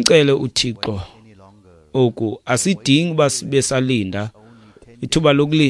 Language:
Xhosa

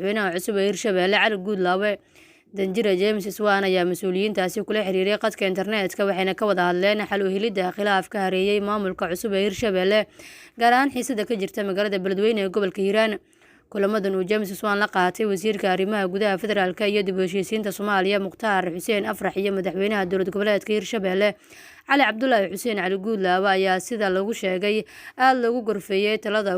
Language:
Somali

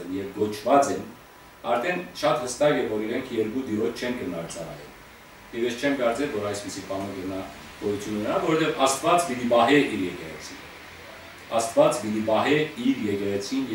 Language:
Western Armenian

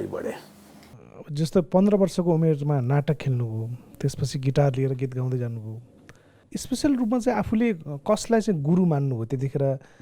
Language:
Nepali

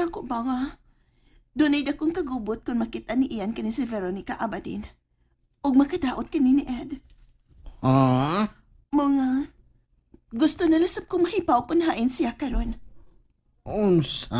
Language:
Cebuano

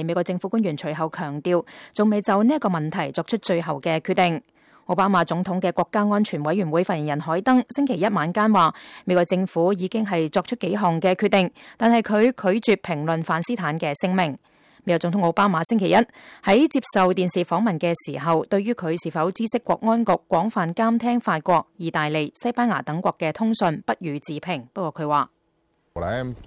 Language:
Cantonese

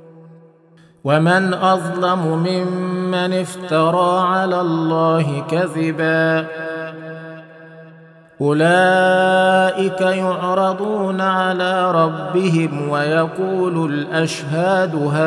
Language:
Arabic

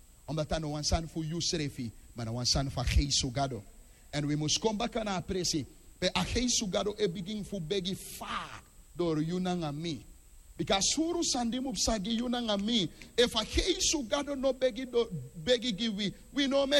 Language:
Sranan Tongo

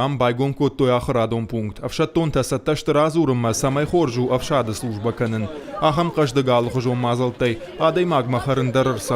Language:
Ossetic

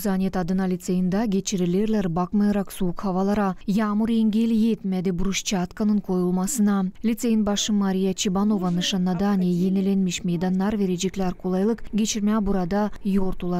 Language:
Gagauz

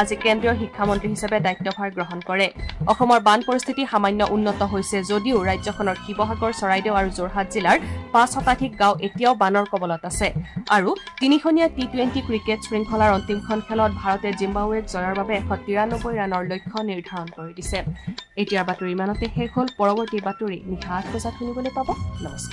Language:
Assamese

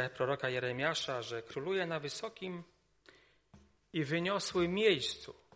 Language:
Polish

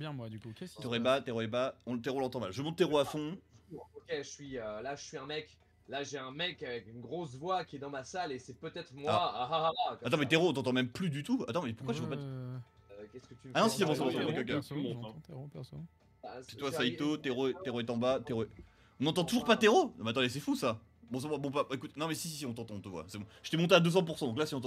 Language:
French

